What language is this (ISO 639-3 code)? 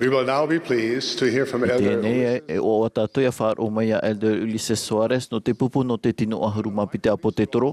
tah